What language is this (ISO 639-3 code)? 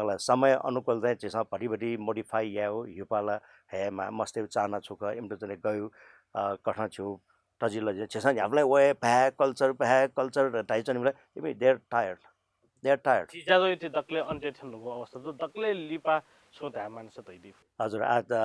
new